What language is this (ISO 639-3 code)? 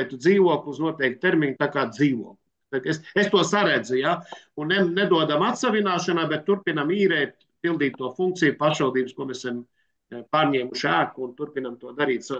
lav